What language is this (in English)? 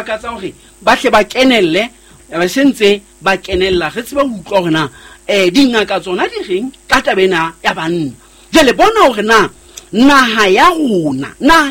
Southern Sotho